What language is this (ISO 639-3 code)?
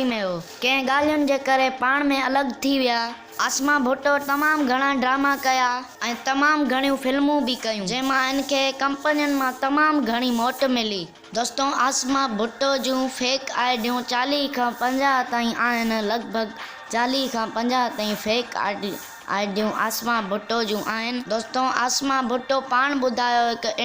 snd